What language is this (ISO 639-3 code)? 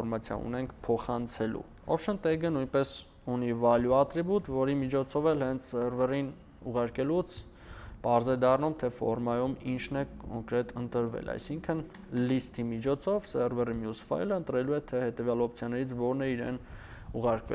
hye